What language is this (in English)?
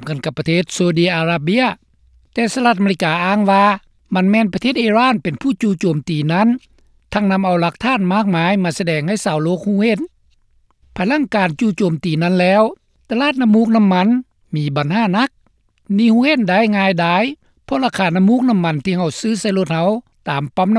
Lao